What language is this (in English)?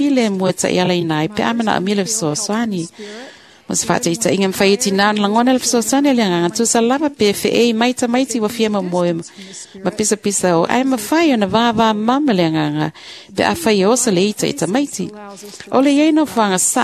Samoan